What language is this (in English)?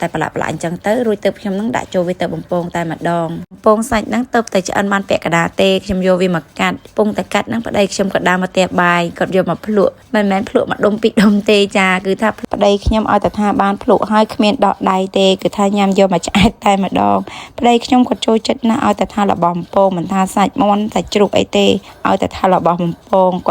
Khmer